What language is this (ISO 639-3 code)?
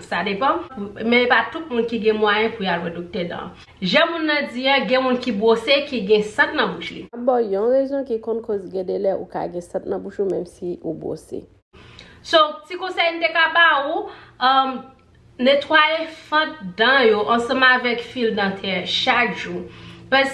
hat